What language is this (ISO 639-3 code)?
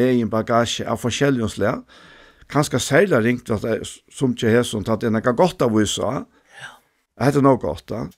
fao